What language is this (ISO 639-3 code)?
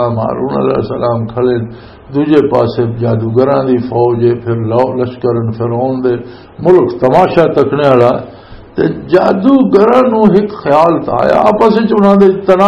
lah